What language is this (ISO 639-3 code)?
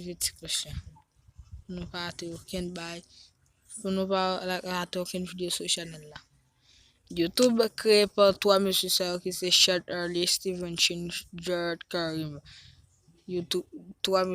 hat